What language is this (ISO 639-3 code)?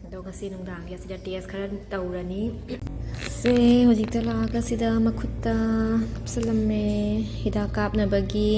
mni